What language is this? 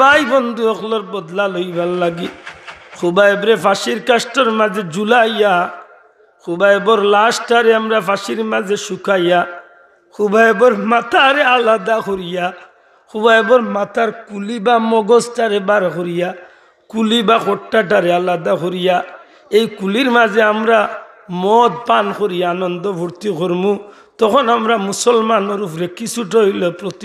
Sylheti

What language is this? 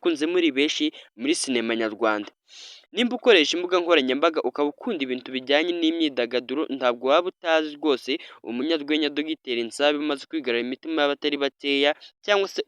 Kinyarwanda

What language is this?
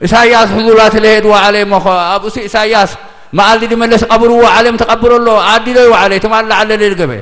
Tigrinya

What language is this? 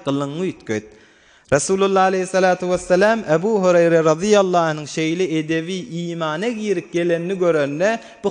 Turkmen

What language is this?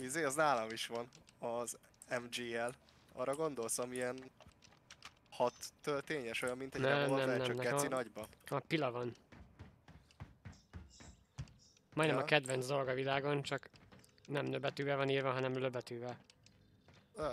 Hungarian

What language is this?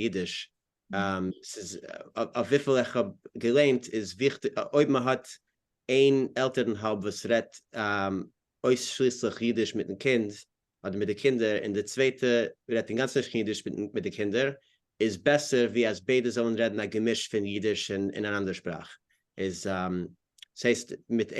Yiddish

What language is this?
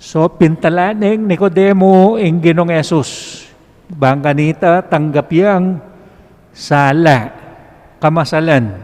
Pampanga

